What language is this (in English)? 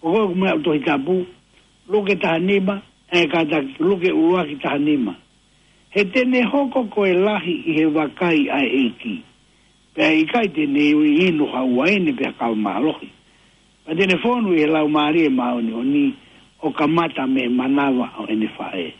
Tongan